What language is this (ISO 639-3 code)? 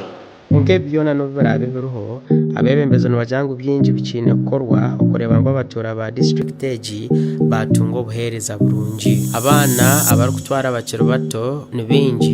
nyn